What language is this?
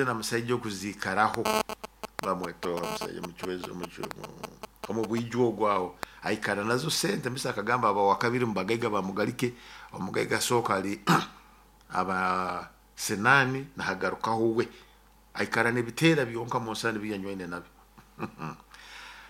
Nyoro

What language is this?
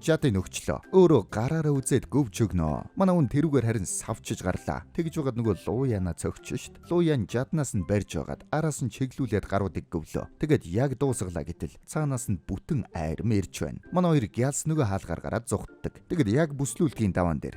Mongolian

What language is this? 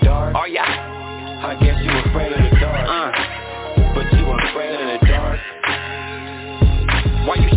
English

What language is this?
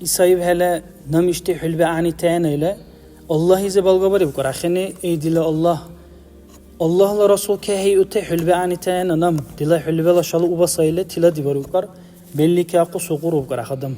Dargwa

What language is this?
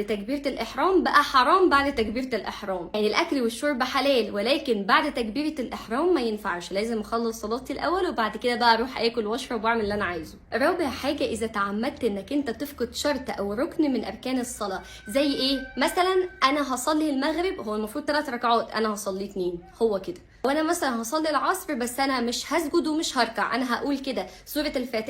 Egyptian Arabic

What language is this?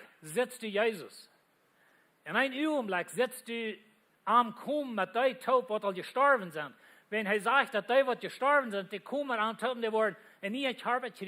Plautdietsch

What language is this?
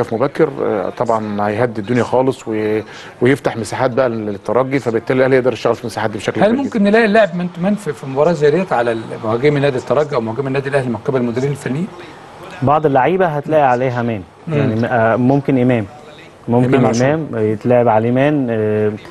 Egyptian Arabic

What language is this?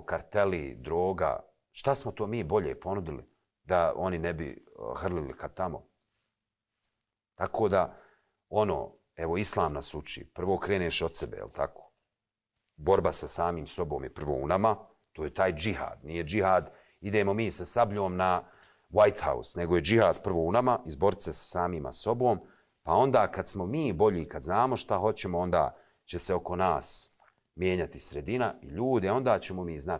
Bosnian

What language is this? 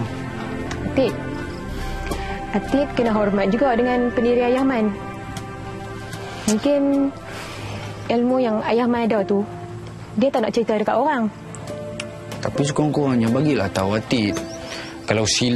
Malay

